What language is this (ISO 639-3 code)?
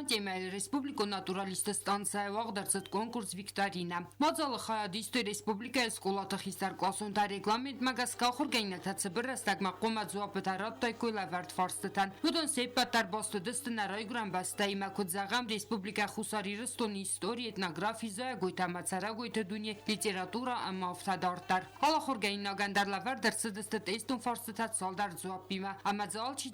oss